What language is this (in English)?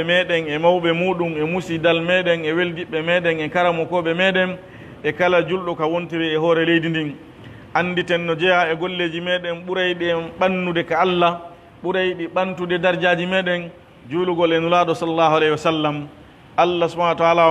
Pular